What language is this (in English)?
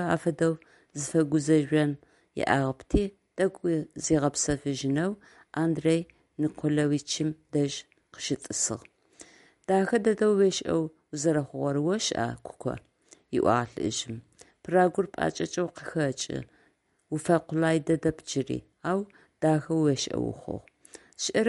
Adyghe